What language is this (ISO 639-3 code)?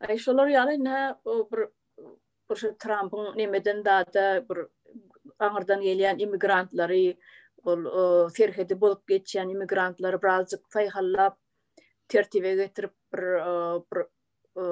tuk